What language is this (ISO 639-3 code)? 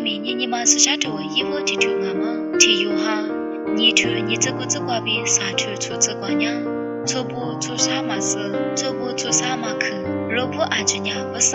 lis